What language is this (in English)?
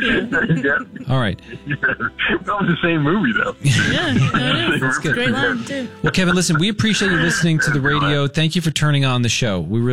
English